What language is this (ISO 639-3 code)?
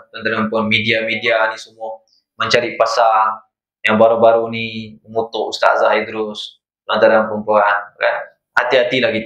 msa